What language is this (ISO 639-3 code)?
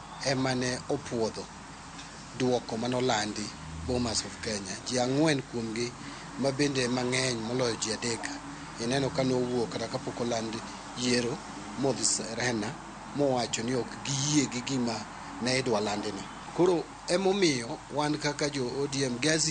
luo